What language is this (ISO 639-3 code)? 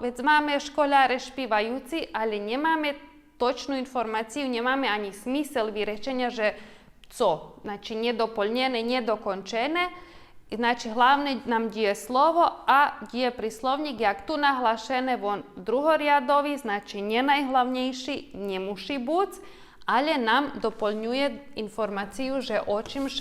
rue